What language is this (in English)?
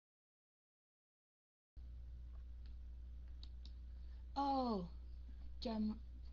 Vietnamese